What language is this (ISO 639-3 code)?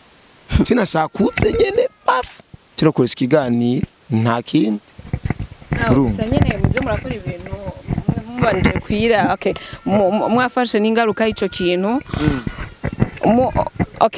run